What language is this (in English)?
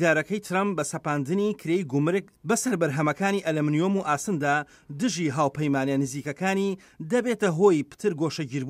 Central Kurdish